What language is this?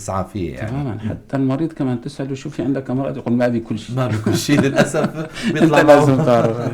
North Levantine Arabic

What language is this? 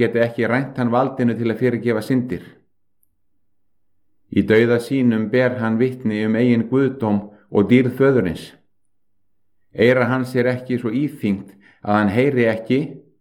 Icelandic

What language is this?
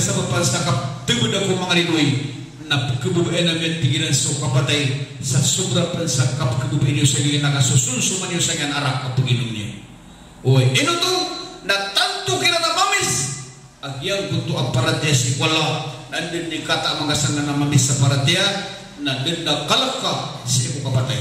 Maranao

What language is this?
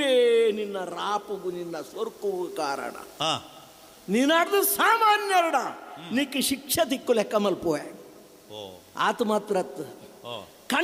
Tulu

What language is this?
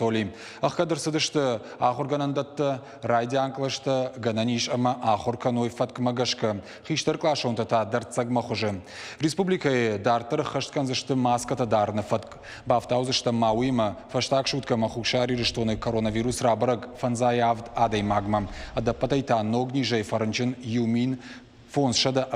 Ossetic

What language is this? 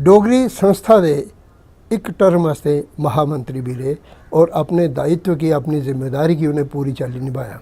Dogri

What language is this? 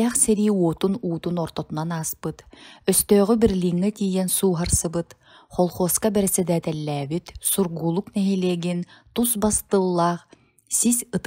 Yakut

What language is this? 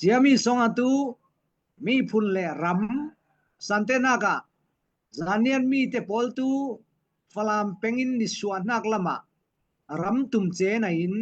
Falam Chin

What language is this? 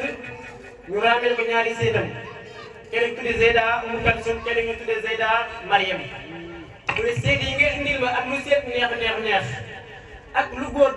Wolof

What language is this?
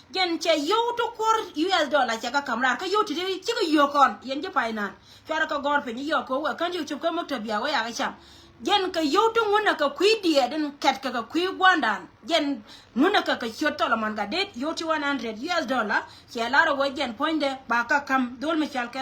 Nuer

